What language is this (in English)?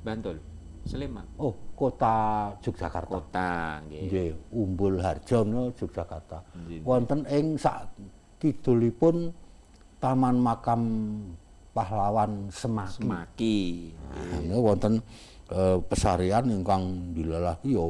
Javanese